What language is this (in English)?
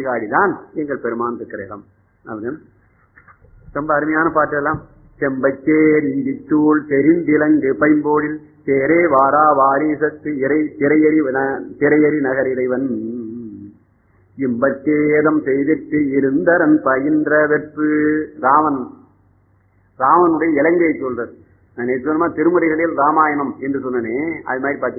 Tamil